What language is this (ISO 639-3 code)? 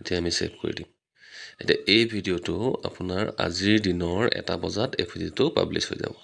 asm